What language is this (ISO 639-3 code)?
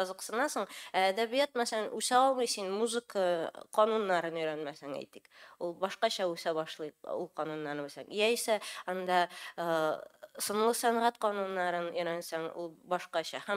tat